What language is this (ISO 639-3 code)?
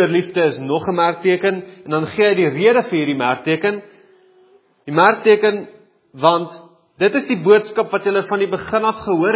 afr